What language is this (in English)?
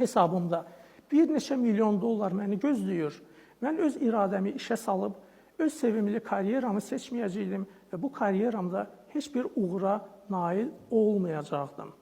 Azerbaijani